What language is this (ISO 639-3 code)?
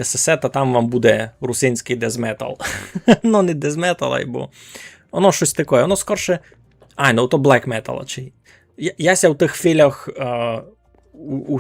rue